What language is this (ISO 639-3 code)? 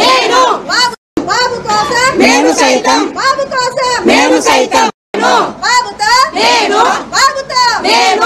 tel